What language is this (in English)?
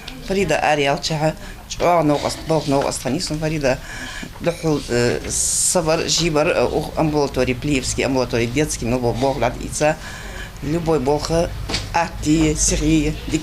Ingush